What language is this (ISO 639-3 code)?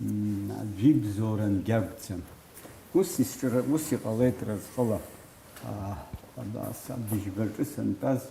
abk